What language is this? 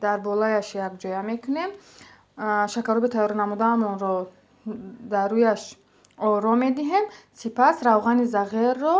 Tajik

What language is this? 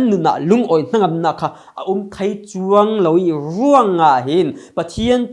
Falam Chin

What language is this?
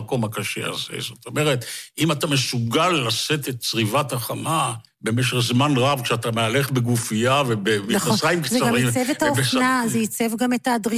Hebrew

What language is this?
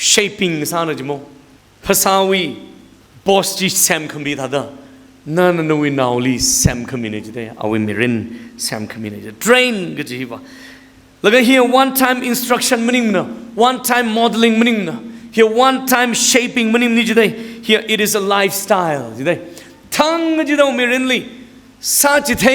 Tangkhul Naga (India)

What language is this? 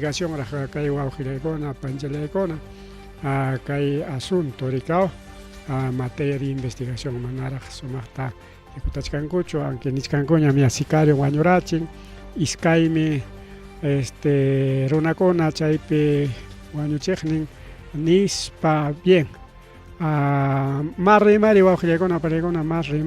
Ayacucho Quechua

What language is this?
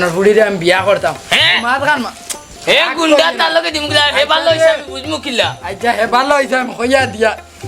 Sylheti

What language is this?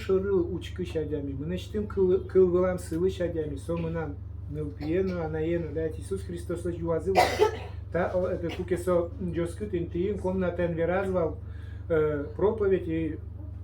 Udmurt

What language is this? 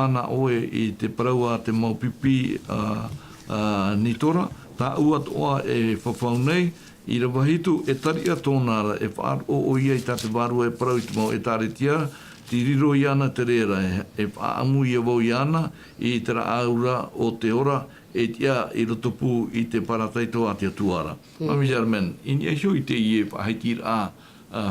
Tahitian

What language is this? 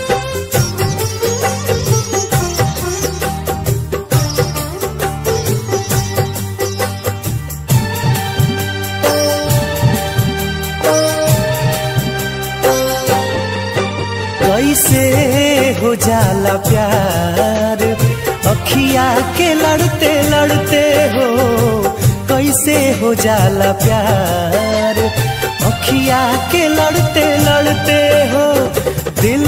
Bhojpuri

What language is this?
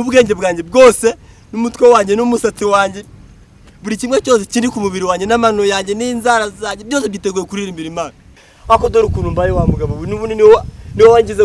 Kinyarwanda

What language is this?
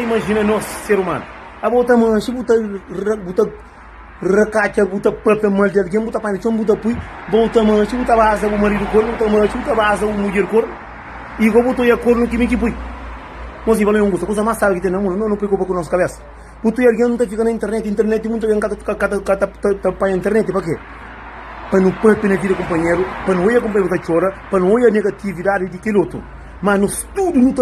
Kabuverdianu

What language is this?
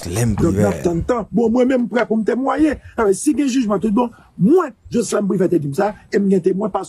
Haitian Creole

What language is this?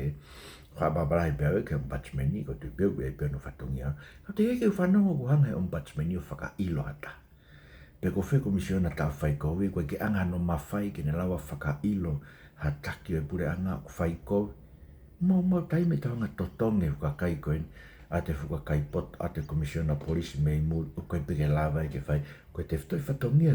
Tongan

